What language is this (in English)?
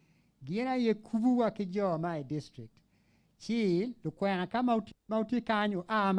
Acoli